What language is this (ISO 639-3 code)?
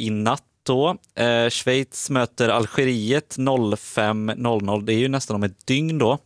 swe